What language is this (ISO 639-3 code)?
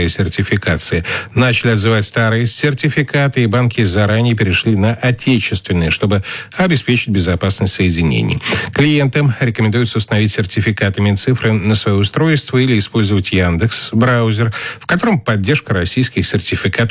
rus